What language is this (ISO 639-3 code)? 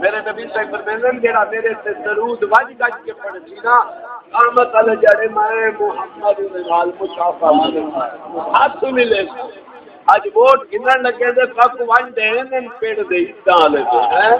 skr